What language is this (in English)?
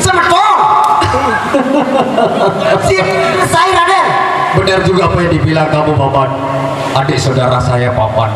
Sasak